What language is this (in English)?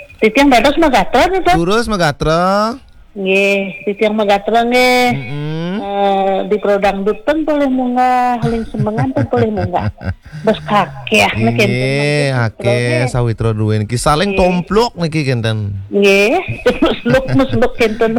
Balinese